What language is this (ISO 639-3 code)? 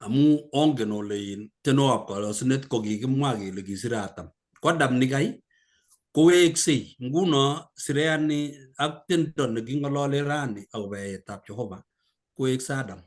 kln